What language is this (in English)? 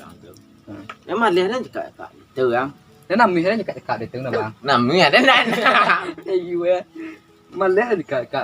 Minangkabau